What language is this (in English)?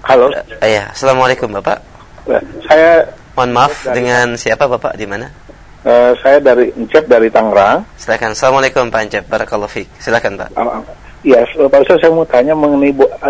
Indonesian